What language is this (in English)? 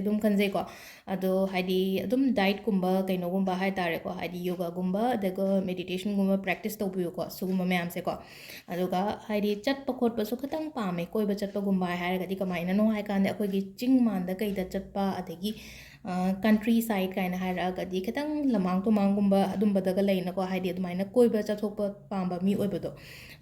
Manipuri